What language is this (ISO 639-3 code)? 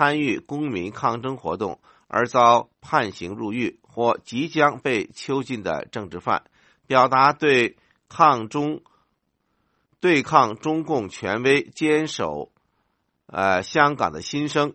zho